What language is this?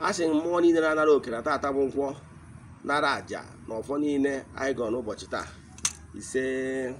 Igbo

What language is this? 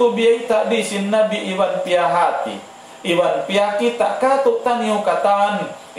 Tausug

